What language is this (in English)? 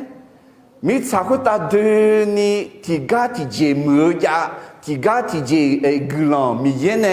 Akha